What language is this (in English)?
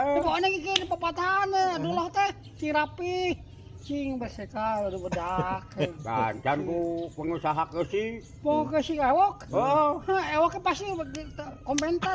Sundanese